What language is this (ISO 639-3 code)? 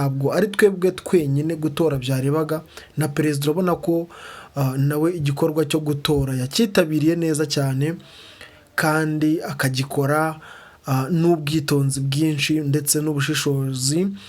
kin